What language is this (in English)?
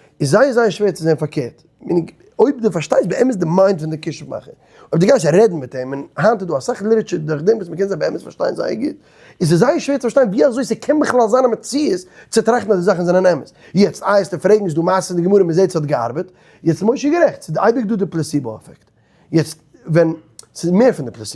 Yiddish